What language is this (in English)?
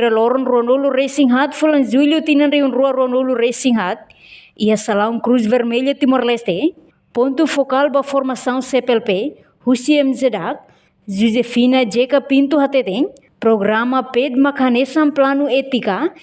Tetum